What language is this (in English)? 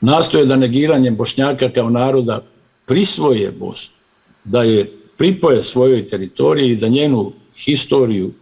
Bosnian